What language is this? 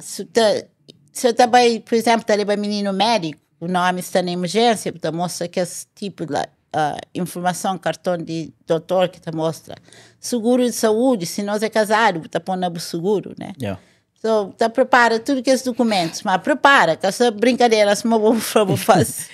Kabuverdianu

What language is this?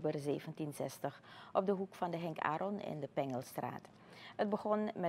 Dutch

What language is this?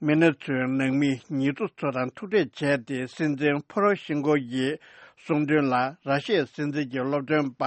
Tibetan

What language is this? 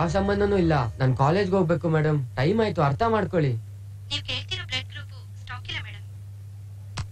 Kannada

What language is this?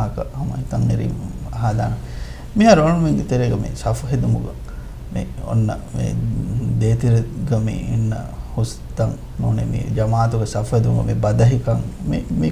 Divehi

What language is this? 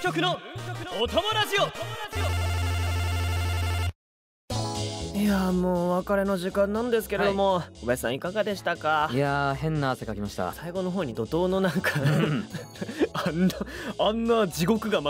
Japanese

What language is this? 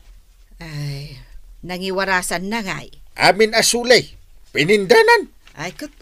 Iloko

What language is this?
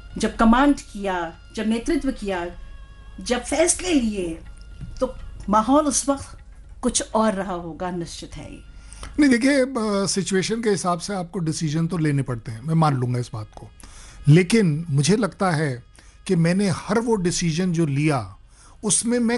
Hindi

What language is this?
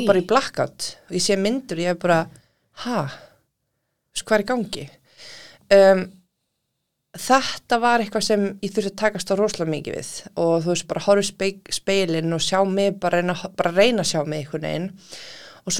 Icelandic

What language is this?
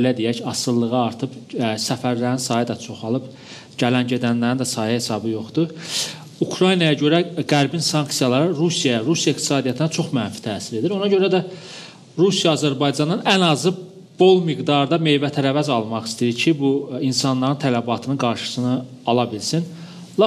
Azerbaijani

